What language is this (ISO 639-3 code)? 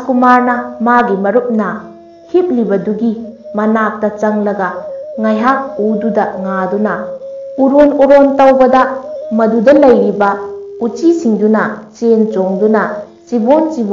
mni